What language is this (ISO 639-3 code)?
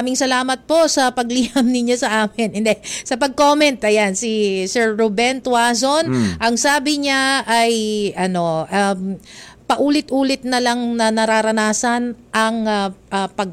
fil